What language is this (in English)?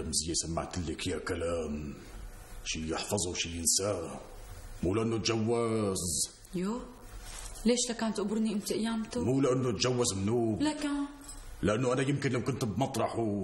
North Levantine Arabic